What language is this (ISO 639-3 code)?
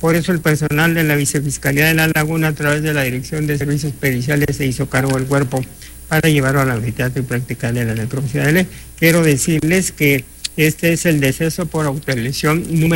spa